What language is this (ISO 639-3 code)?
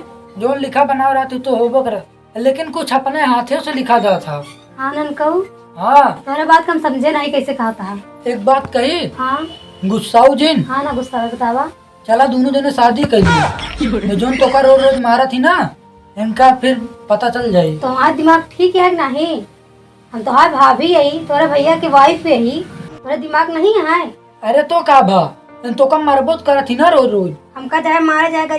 awa